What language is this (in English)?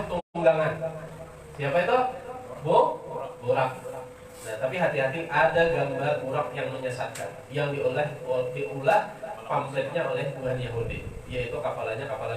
Banjar